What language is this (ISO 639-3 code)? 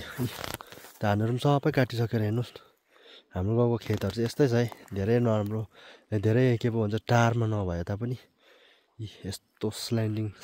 nep